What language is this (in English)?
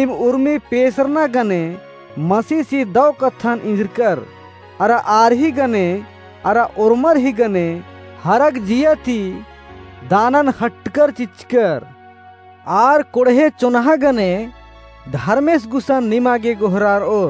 Kurukh